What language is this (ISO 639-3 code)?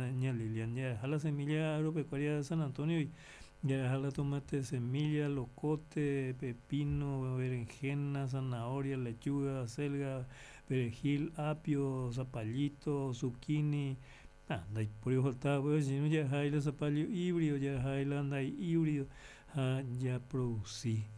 grn